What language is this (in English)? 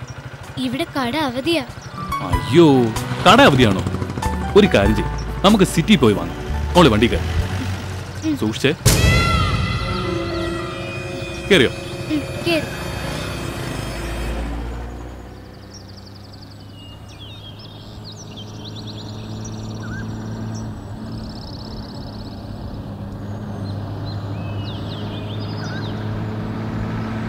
Malayalam